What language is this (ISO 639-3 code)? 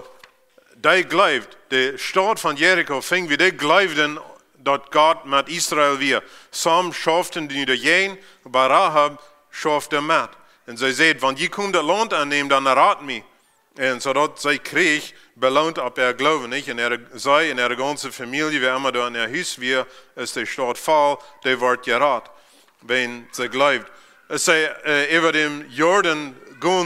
pdt